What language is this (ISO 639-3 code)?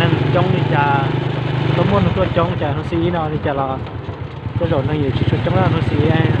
hmn